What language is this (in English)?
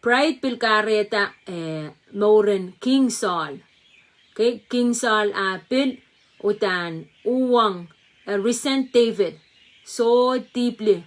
Pohnpeian